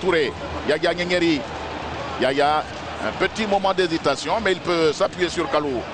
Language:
French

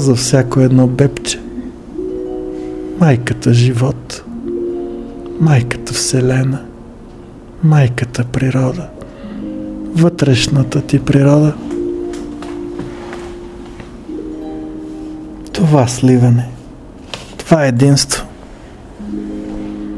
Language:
Bulgarian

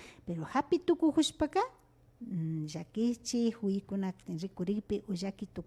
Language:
Imbabura Highland Quichua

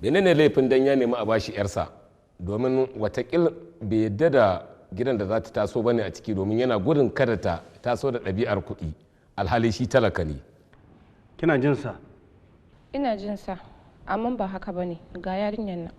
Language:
Hausa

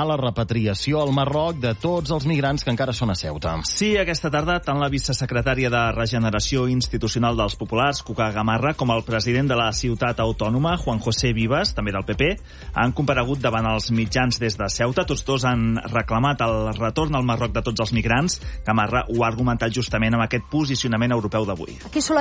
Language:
Catalan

